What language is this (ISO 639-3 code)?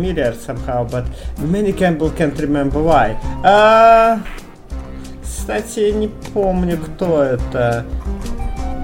rus